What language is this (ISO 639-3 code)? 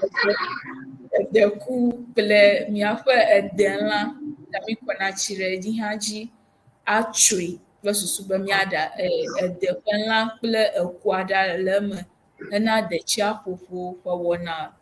ewe